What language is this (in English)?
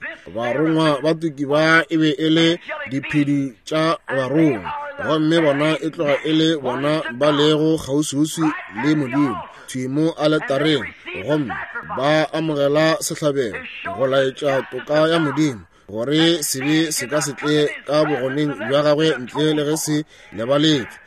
Northern Sotho